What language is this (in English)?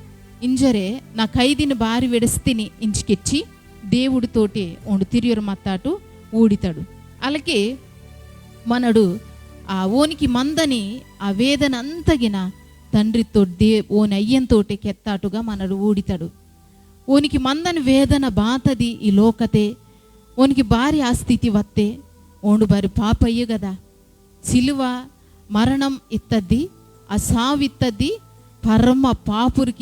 Koya